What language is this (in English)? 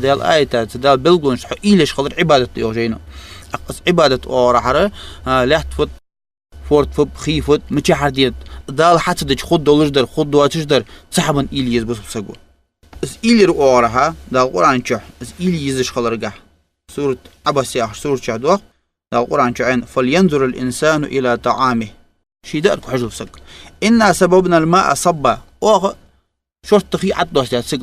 Ingush